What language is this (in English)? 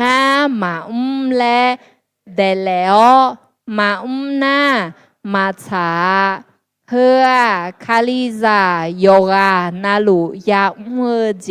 Akha